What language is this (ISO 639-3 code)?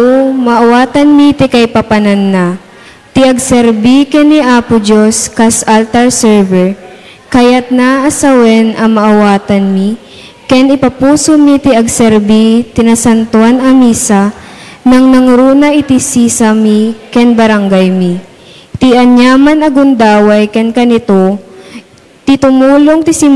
ilo